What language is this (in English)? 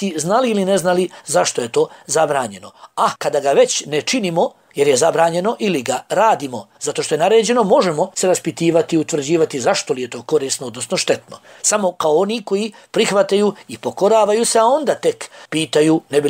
Bosnian